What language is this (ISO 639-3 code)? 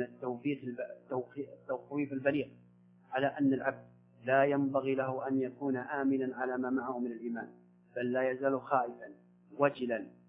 ara